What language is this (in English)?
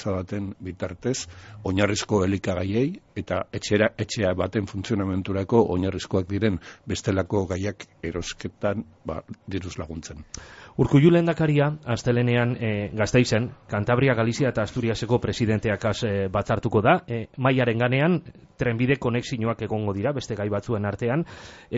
Basque